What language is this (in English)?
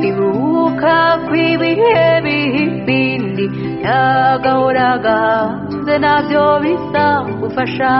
Kinyarwanda